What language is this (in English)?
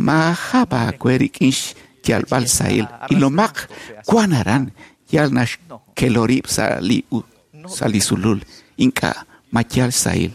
Kekchí